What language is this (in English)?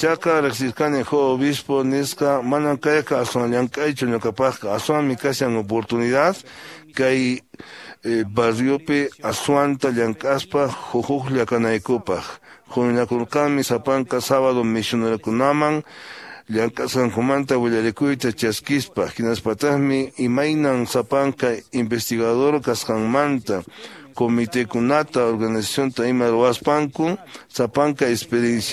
Quechua